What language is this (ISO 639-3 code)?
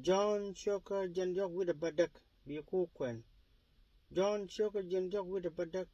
nus